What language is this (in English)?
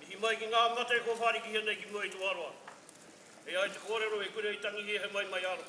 Māori